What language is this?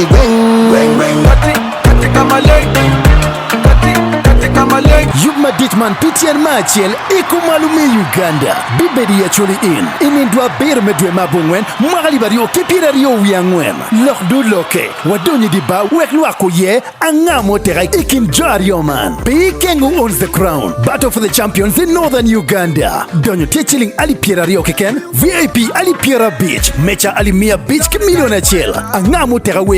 Acoli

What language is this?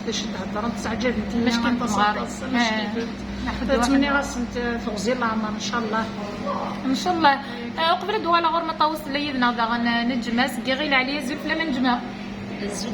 Kabyle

